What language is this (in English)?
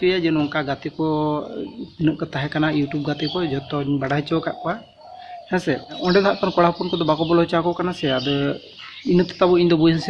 Santali